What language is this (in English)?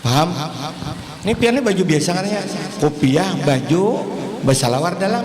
Banjar